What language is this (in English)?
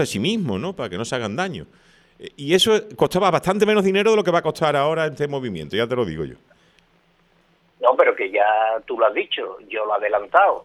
Spanish